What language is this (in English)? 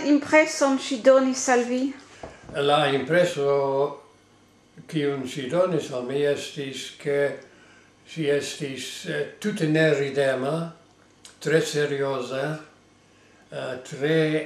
Esperanto